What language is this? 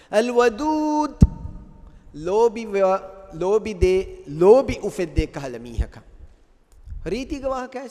Divehi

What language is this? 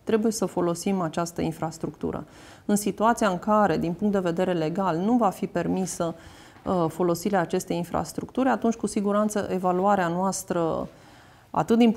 Romanian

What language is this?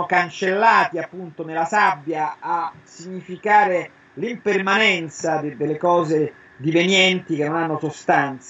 Italian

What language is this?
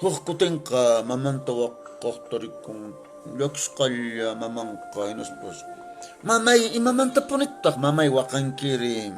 Quechua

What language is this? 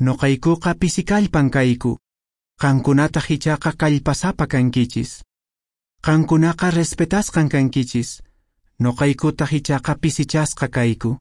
Quechua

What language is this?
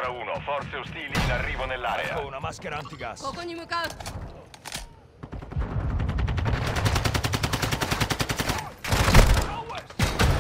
Italian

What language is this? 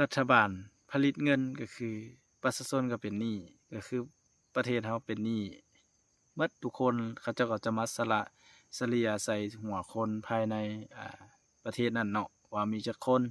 Lao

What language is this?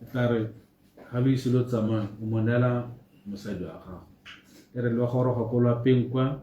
Tswana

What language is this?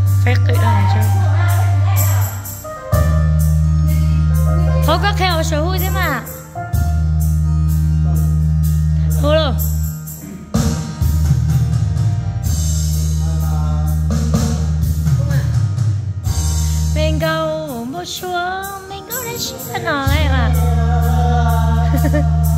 Vietnamese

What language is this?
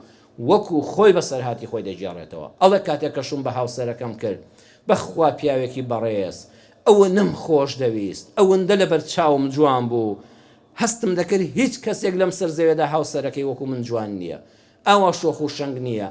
Central Kurdish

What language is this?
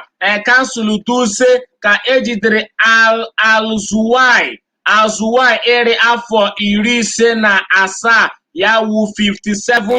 Igbo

